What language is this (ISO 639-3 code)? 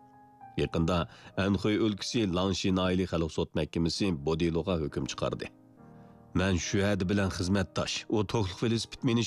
uig